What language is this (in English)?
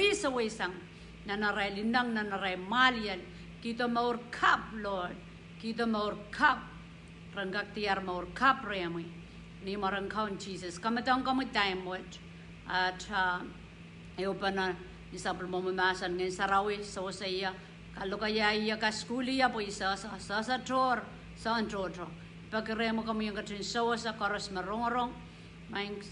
Pohnpeian